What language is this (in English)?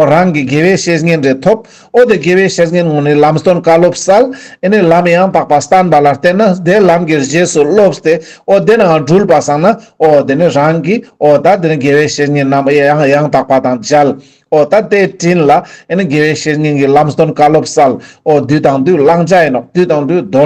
Ladakhi